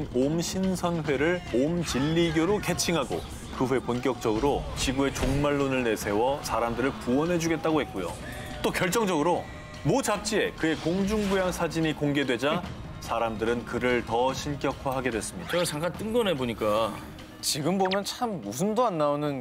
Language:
Korean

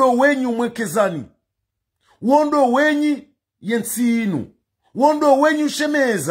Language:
Ngazidja Comorian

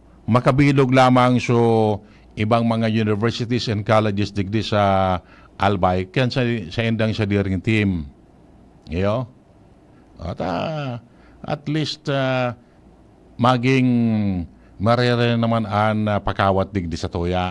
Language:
Bikol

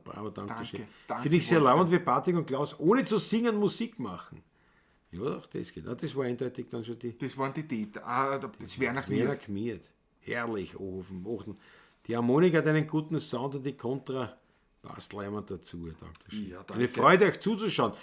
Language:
Bavarian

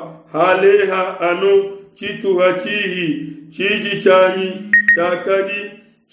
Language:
Luba-Lulua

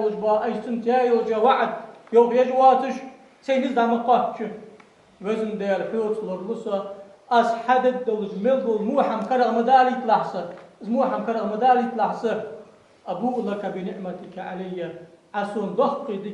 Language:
Ingush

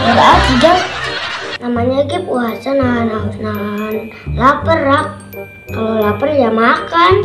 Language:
Betawi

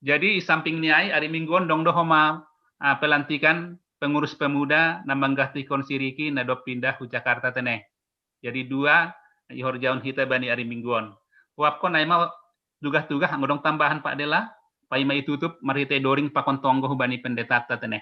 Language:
Batak Simalungun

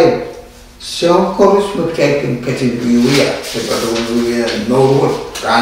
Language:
Pohnpeian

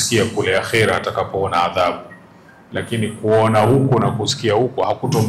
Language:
Swahili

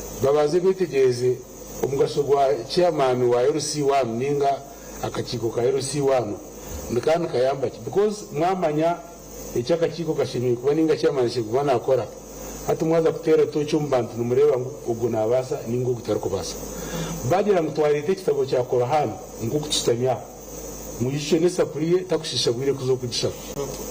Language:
Nyankole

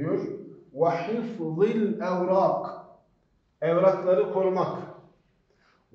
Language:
Turkish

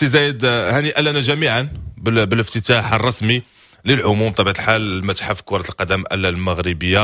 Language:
Moroccan Arabic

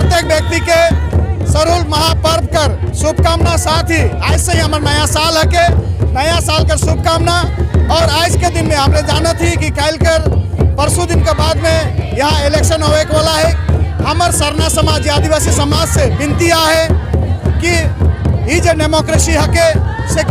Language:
Sadri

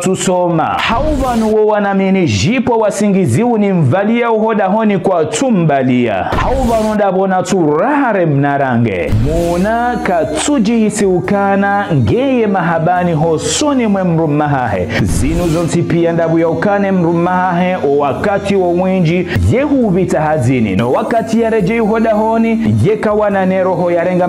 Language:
Ngazidja Comorian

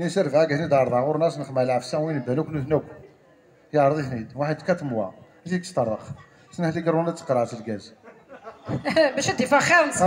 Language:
Kabyle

